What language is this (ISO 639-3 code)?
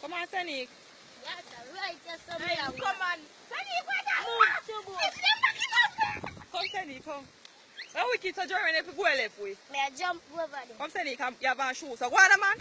jam